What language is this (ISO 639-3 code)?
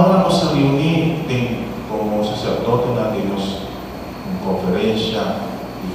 pap